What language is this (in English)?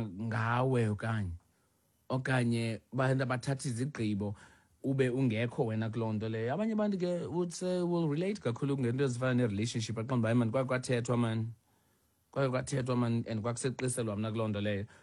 Xhosa